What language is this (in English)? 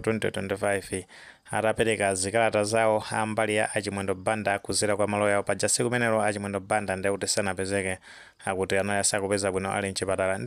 Nyanja